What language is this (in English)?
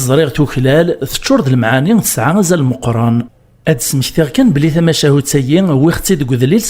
Kabyle